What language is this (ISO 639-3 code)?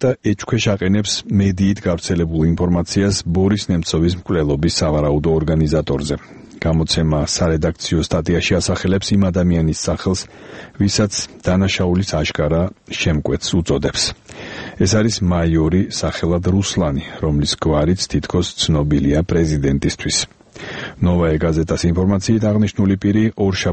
kat